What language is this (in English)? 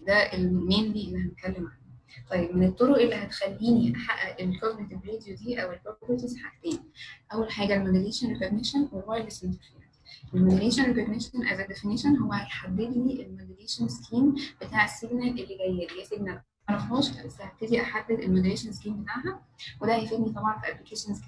Egyptian Arabic